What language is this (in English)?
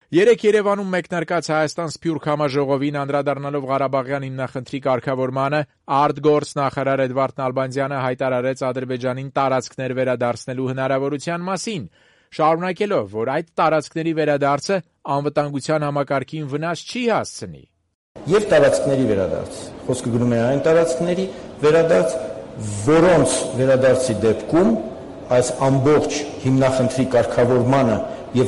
Armenian